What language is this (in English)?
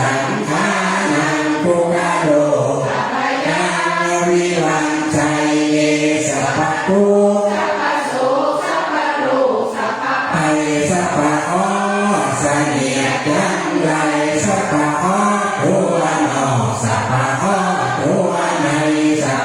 Pali